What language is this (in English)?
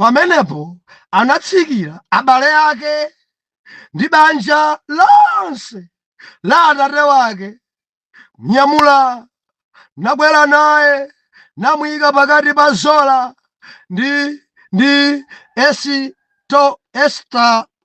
Nyanja